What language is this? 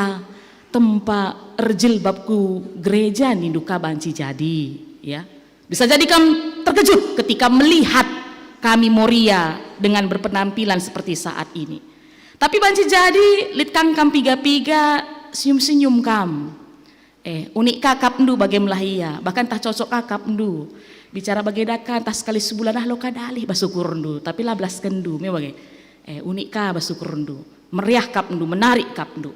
Batak Karo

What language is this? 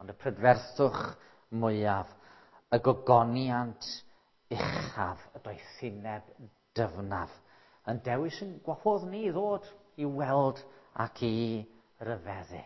Welsh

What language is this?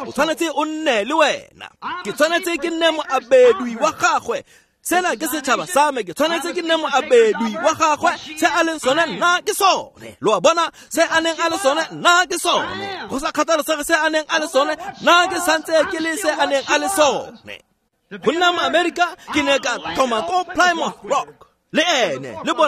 Tswana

